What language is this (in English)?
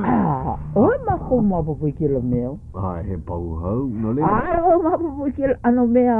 Hawaiian